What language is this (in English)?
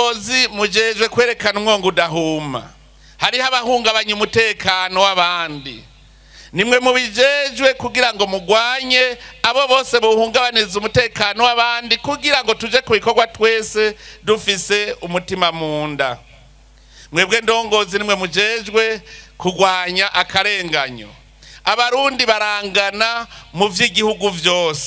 Rundi